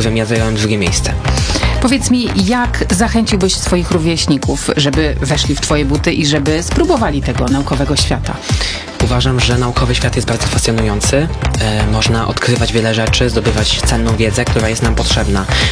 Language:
Polish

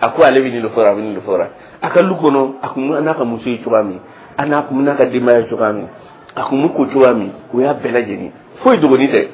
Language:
Dyula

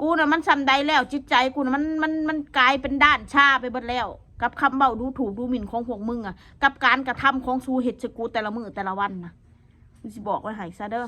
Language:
Northeastern Thai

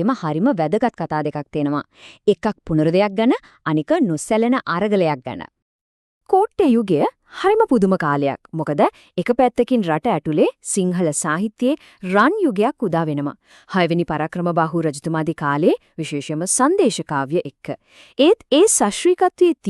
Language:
Sinhala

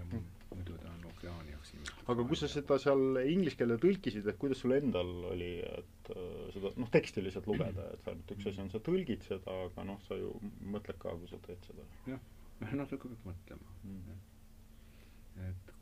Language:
Estonian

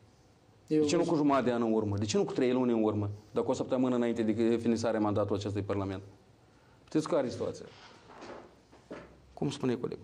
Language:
Romanian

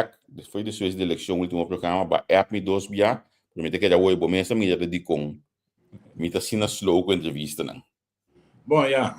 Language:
Papiamento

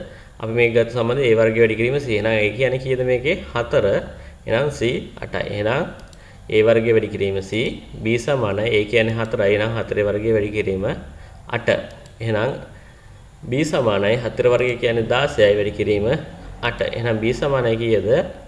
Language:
Sinhala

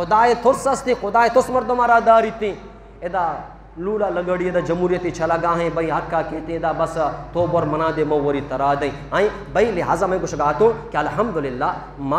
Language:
Eastern Balochi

